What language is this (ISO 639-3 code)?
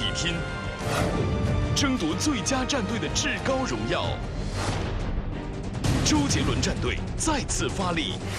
zho